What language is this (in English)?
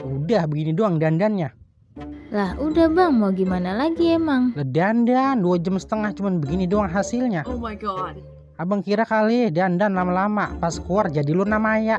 Betawi